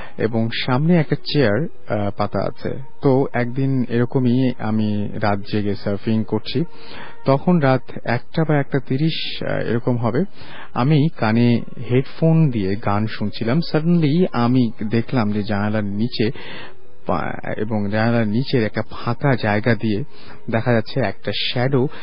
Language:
Bangla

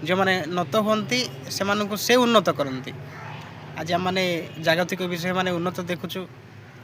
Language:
Odia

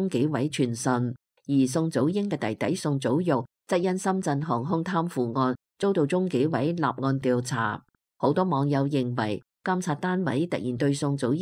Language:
Cantonese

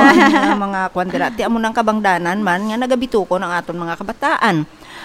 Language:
Hiligaynon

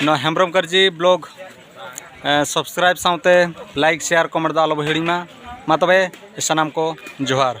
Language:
Santali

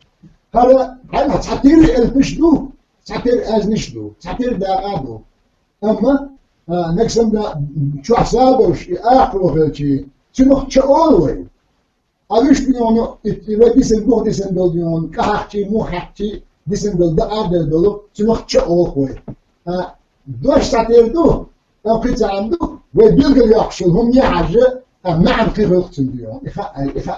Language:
Chechen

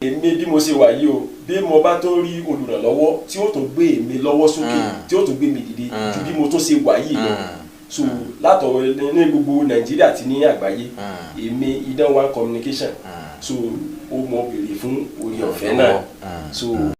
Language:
Yoruba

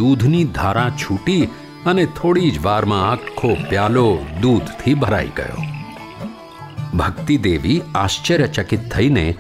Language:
Gujarati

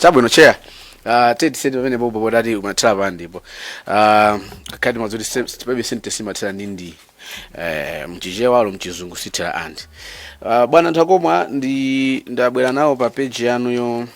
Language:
Nyanja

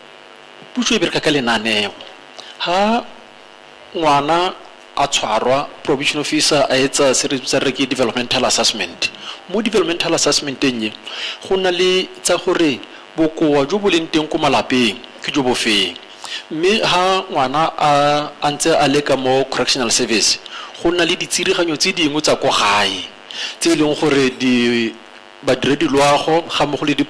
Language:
Tswana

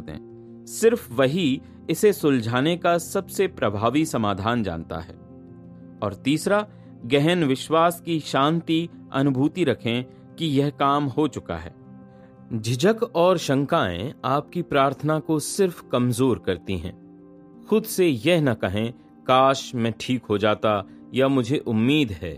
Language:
Hindi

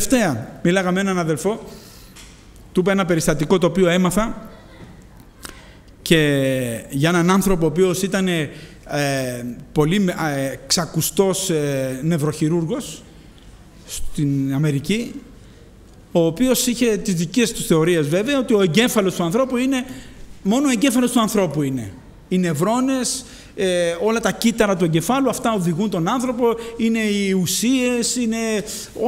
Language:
Greek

